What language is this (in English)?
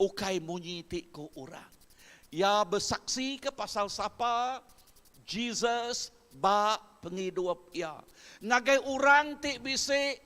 Iban